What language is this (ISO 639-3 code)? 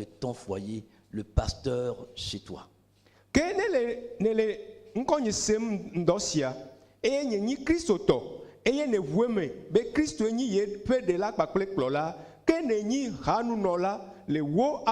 ewe